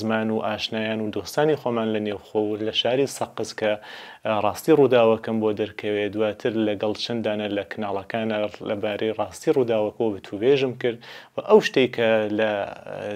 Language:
Central Kurdish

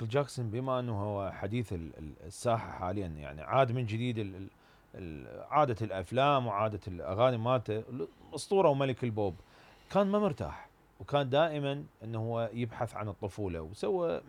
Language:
Mesopotamian Arabic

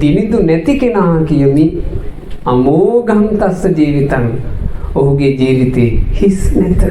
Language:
Sinhala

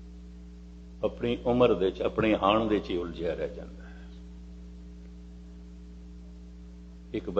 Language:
Punjabi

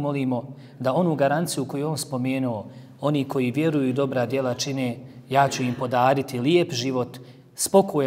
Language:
Bosnian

